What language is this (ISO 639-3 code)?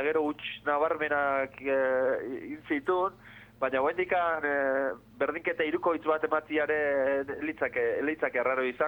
eus